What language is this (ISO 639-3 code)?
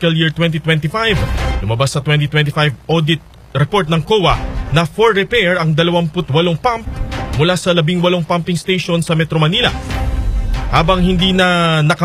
fil